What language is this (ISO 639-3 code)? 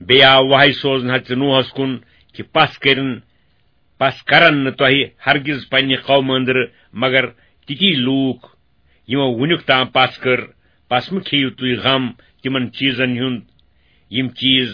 kas